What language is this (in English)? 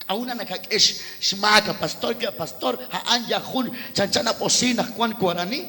Kekchí